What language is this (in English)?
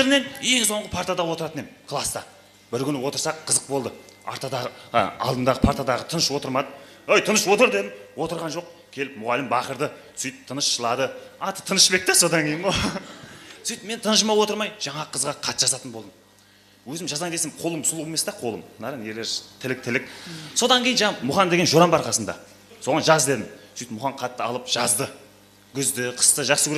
Kara-Kalpak